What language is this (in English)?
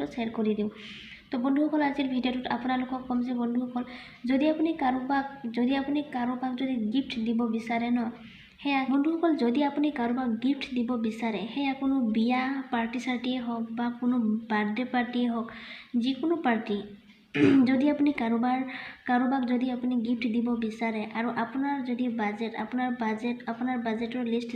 Assamese